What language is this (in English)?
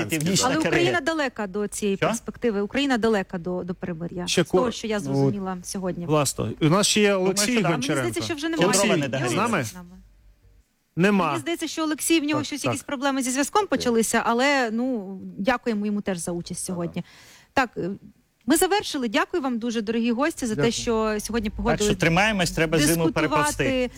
Ukrainian